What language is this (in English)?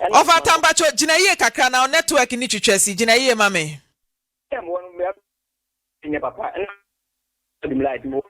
Akan